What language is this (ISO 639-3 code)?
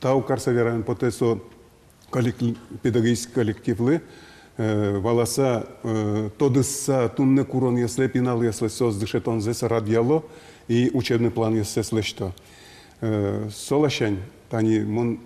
udm